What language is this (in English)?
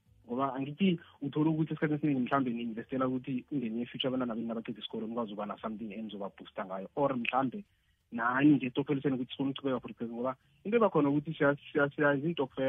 South Ndebele